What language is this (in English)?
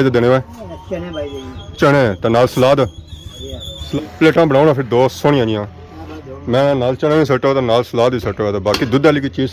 Pahari-Potwari